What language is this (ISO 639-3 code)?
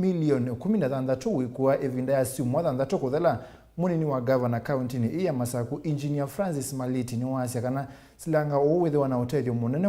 kam